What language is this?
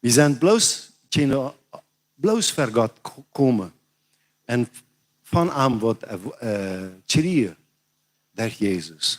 Plautdietsch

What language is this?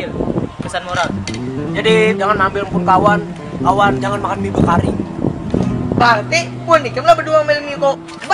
Banjar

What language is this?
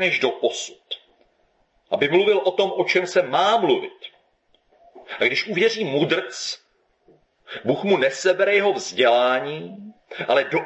Czech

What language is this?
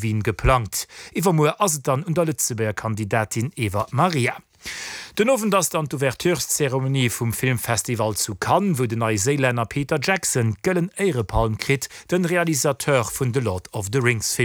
Luxembourgish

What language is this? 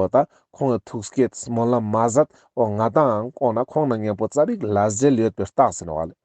Ladakhi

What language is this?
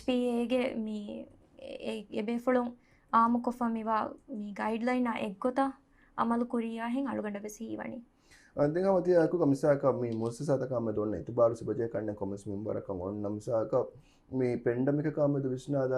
Divehi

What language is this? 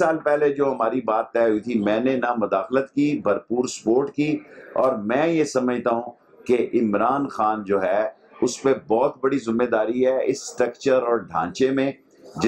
Urdu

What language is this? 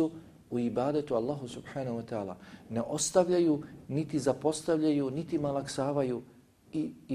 Bosnian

